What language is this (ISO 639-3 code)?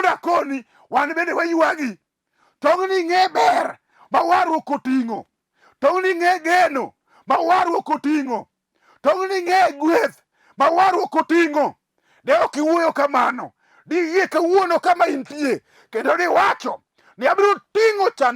luo